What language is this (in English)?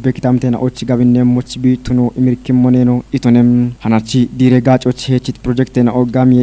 Kafa